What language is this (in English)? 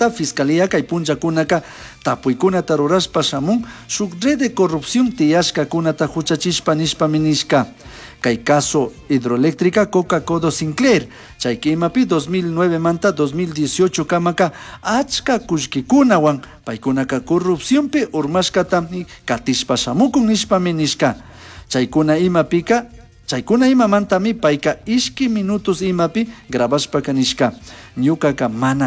Chimborazo Highland Quichua